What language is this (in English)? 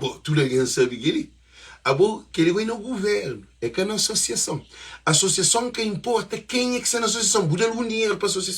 Kabuverdianu